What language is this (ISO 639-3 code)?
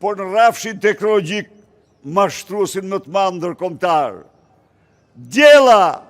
sqi